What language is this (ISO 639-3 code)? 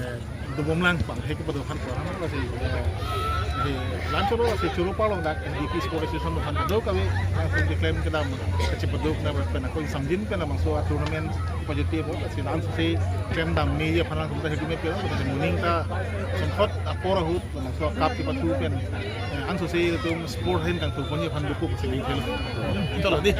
mjw